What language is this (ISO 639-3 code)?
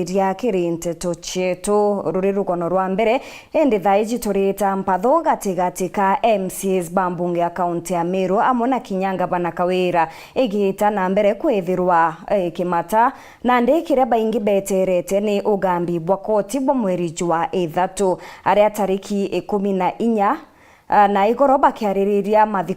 mer